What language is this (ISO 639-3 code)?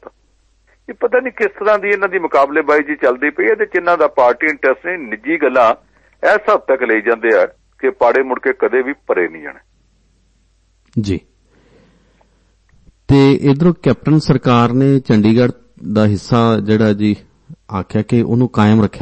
pan